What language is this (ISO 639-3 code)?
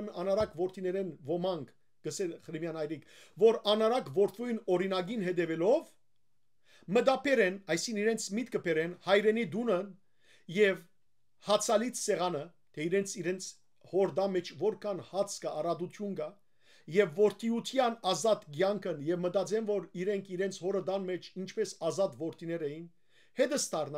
hyw